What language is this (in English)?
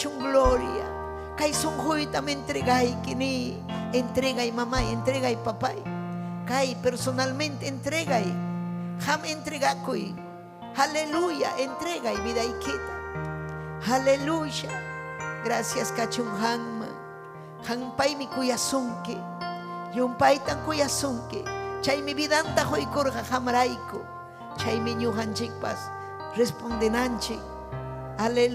Ayacucho Quechua